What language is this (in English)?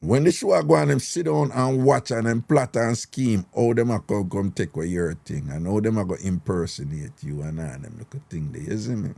Jamaican Creole English